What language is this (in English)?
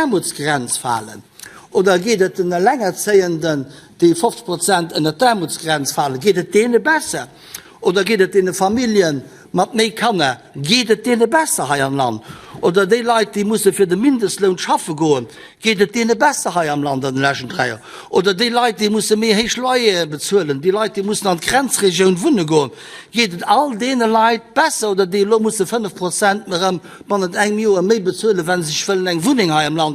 Luxembourgish